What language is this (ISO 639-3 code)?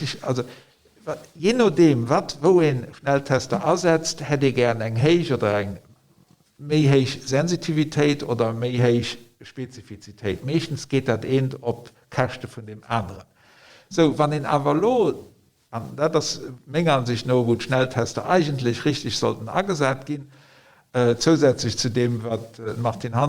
ltz